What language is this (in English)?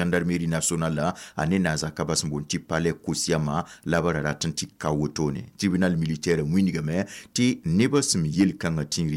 Mossi